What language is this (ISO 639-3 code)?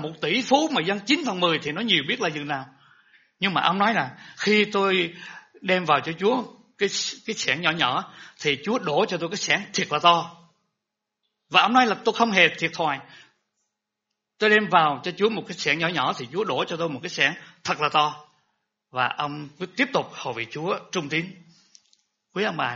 vie